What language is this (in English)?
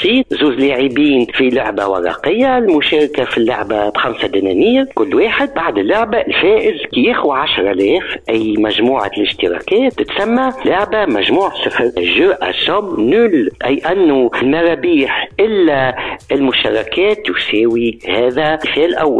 Tunisian Arabic